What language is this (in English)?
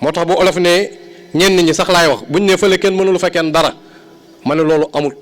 Wolof